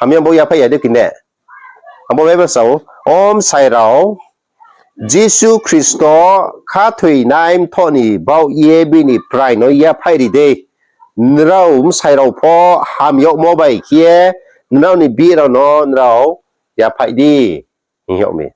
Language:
Riang (India)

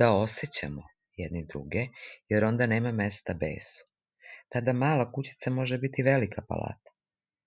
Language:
Serbian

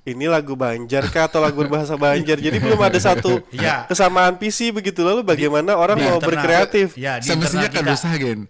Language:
Banjar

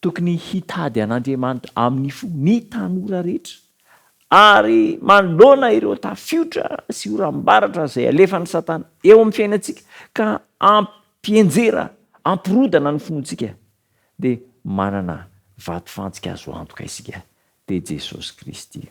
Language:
Malagasy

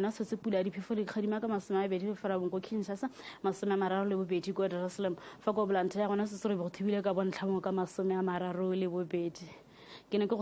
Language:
Tswana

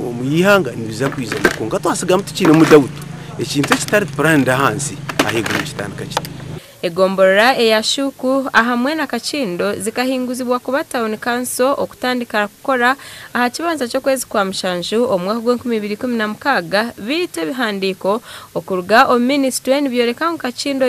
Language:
Nyankole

